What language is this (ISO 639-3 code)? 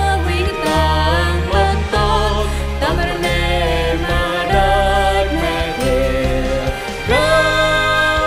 cmo